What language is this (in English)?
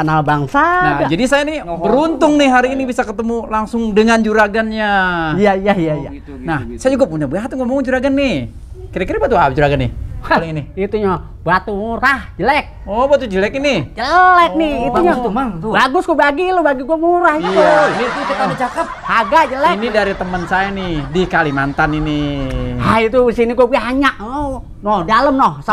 Betawi